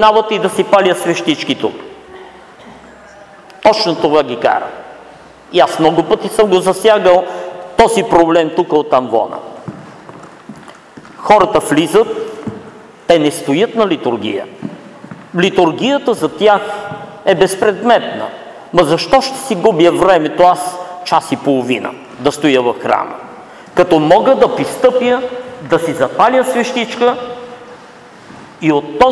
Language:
Bulgarian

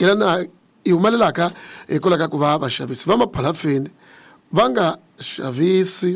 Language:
Tsonga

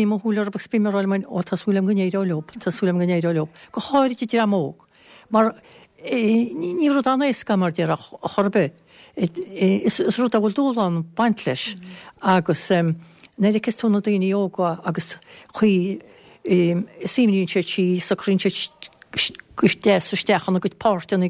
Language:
Irish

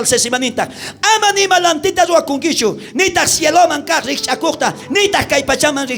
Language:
South Bolivian Quechua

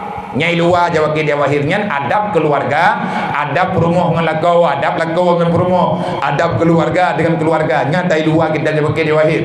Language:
Achinese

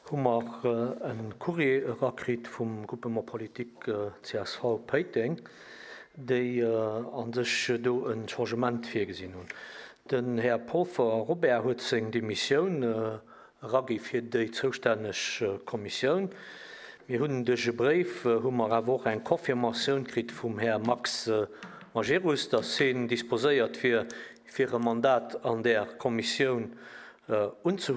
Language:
Luxembourgish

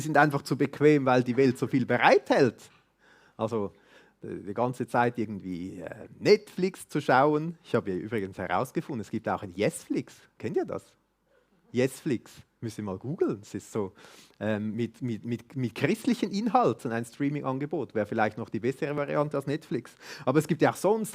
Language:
Swiss German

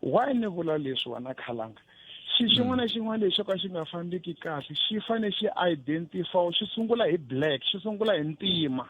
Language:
Tsonga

